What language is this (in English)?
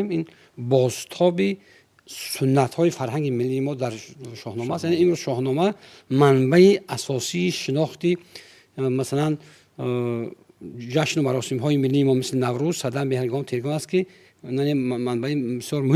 Tajik